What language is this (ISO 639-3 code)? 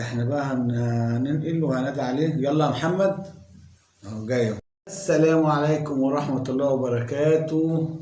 arz